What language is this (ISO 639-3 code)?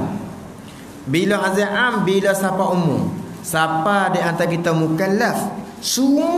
msa